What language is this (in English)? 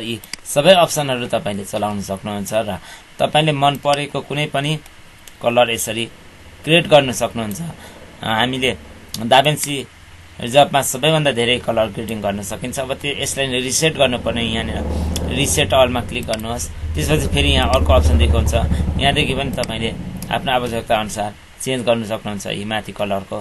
Nepali